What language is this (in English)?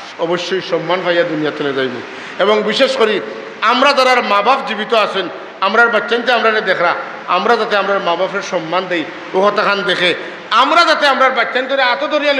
Sylheti